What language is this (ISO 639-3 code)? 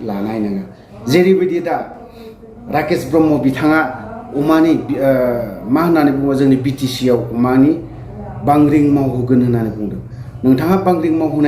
brx